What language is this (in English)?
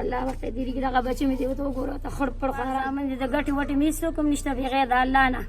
Pashto